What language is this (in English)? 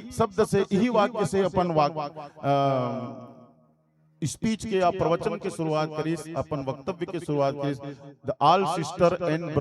Chhattisgarhi